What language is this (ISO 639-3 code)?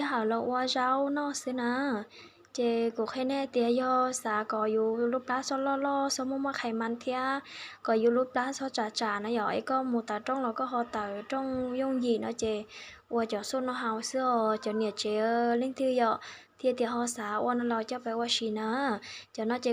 hmn